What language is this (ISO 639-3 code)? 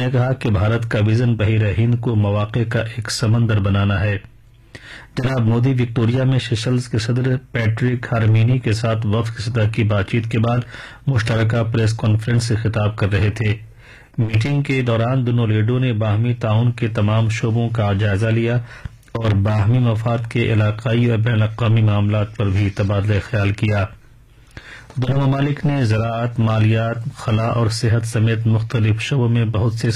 urd